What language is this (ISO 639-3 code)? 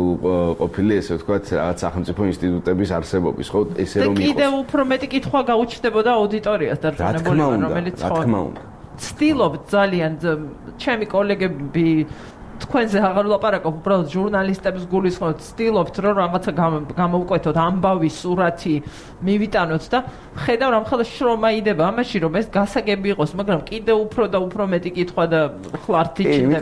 kat